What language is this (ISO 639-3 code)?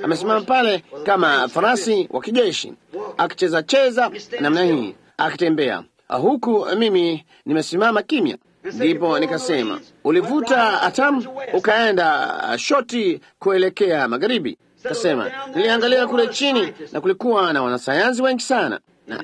swa